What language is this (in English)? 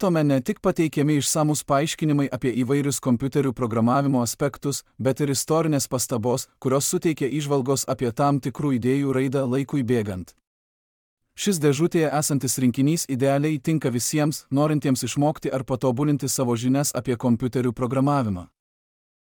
Lithuanian